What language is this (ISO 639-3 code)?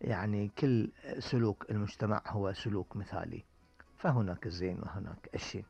afb